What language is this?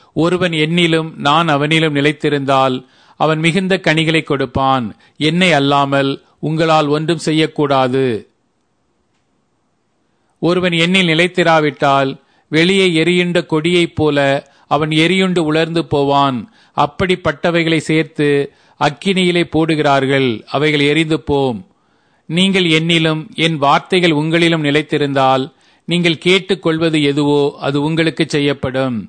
Tamil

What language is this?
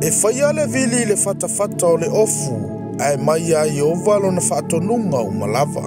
Samoan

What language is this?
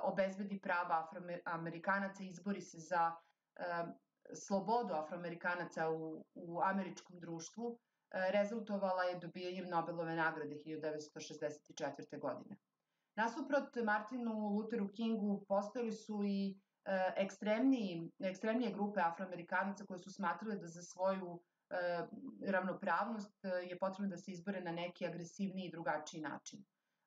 Serbian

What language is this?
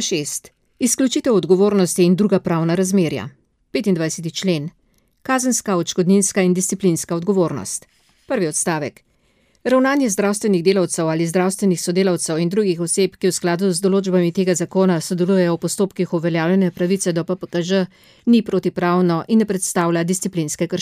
Slovenian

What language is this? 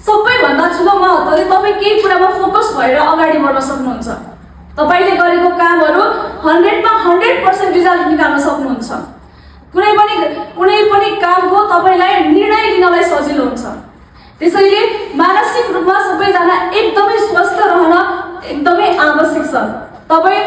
Nepali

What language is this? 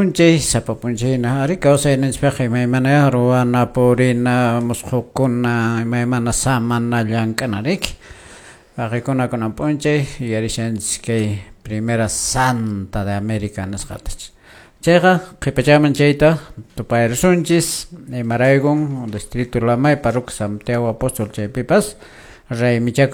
Quechua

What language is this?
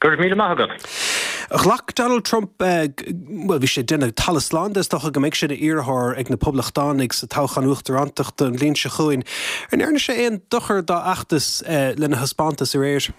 Irish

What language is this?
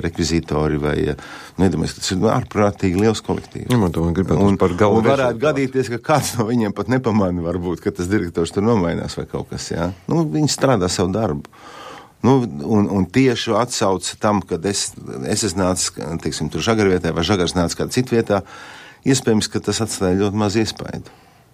Latvian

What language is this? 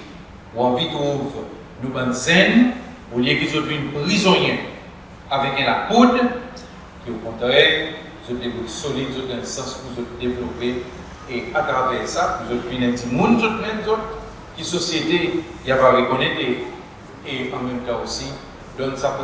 Seselwa Creole French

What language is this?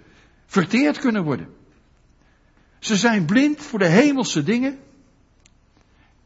Dutch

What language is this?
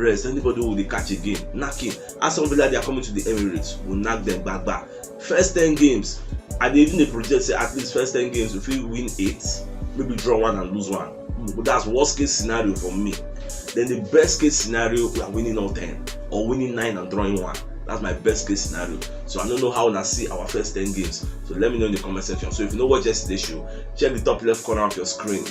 Nigerian Pidgin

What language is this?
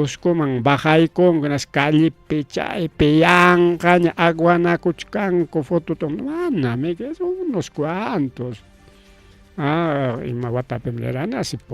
Ayacucho Quechua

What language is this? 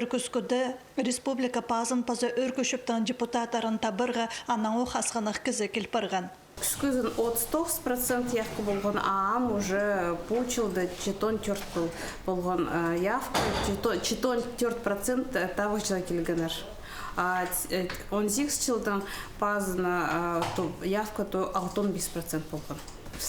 Khakas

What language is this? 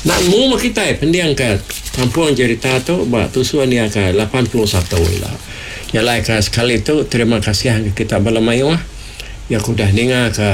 Iban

